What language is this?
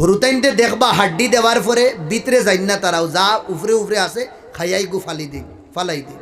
Sylheti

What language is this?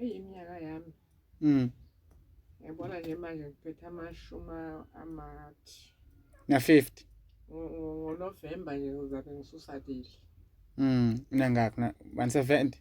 Zulu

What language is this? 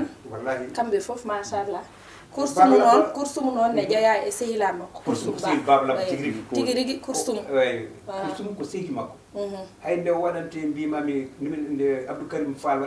Fula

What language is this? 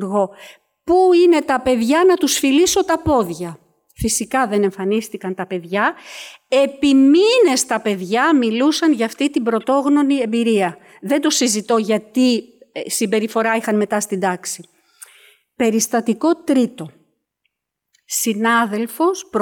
Greek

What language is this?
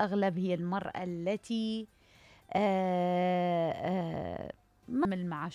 Mesopotamian Arabic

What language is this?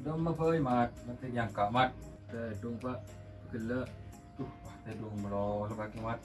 Madurese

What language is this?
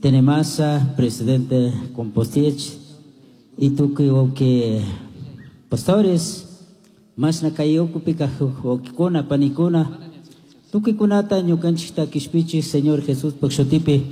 Chimborazo Highland Quichua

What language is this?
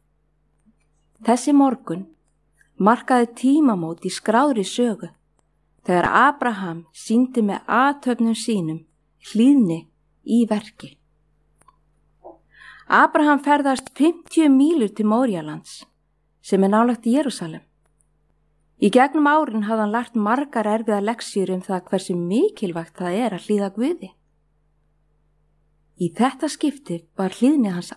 Icelandic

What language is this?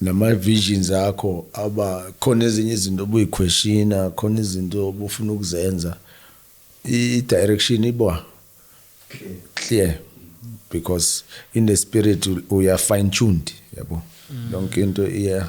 Zulu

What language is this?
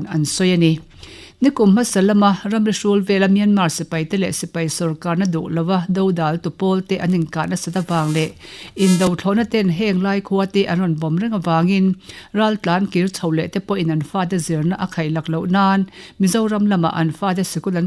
Mizo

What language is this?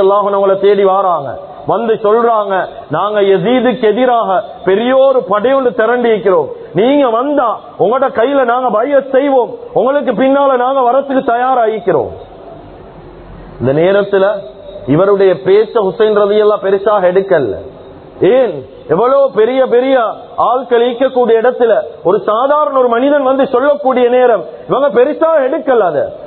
Tamil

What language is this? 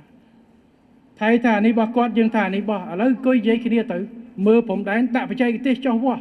Khmer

